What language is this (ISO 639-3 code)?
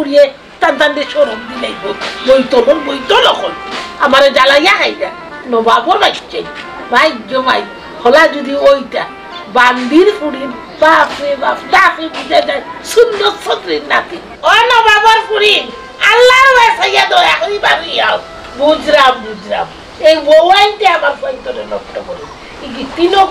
syl